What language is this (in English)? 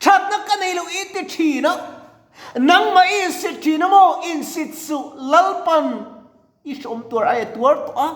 Mizo